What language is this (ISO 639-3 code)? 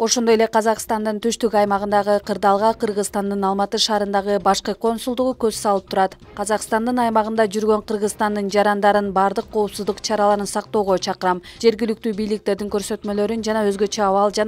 kir